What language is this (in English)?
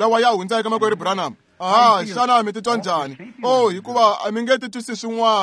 Tsonga